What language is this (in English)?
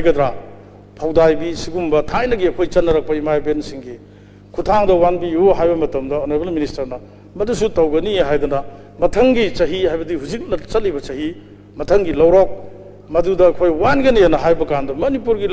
Manipuri